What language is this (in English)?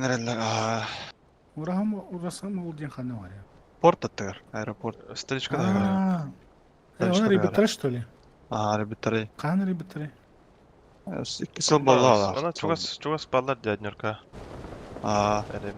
Yakut